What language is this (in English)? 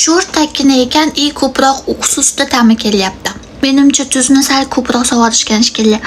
Uzbek